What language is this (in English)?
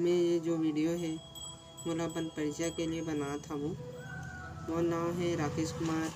Chhattisgarhi